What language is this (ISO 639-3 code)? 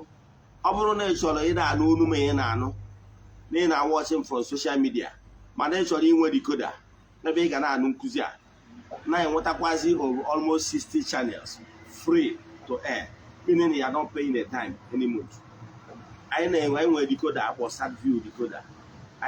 ibo